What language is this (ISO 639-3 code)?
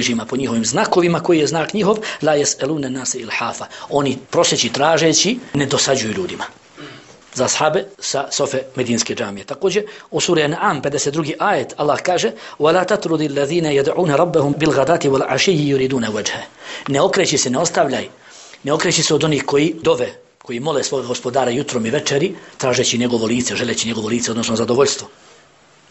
bos